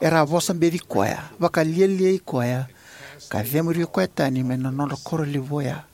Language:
Fijian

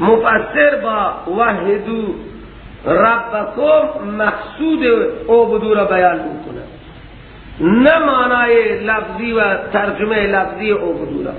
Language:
Persian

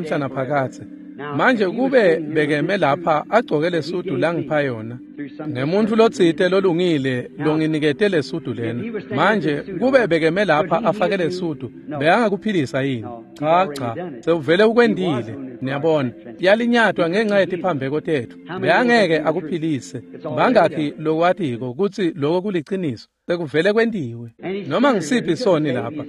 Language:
Swati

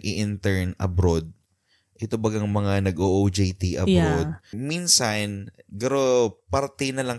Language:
Bikol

